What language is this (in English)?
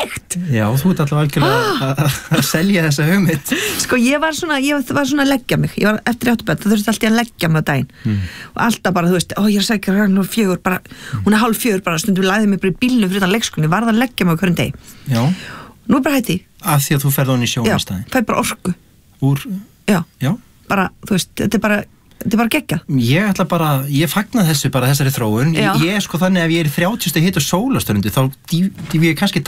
Icelandic